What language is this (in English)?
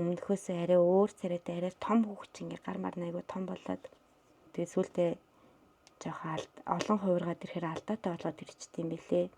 Mongolian